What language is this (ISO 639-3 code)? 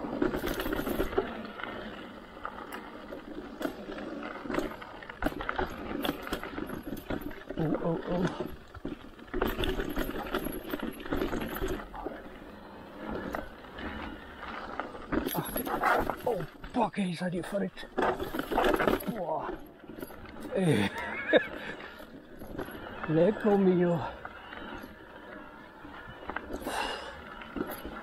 deu